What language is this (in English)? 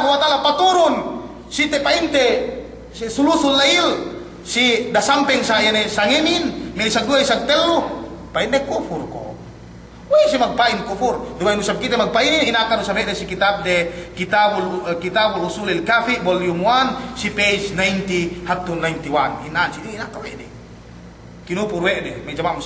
Yakan